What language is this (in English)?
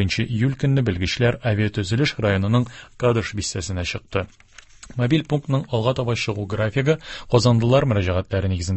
Tatar